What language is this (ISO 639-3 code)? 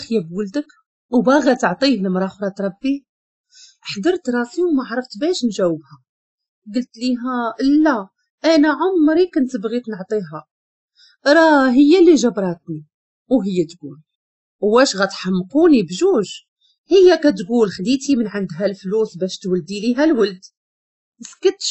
ary